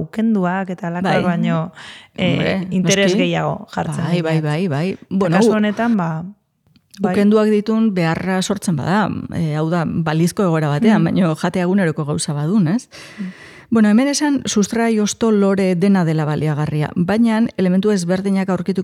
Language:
Basque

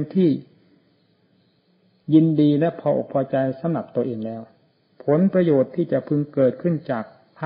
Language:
Thai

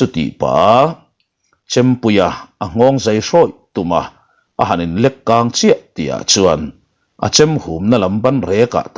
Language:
Mizo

